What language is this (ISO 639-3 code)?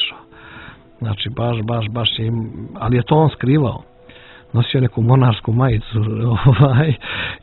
hrv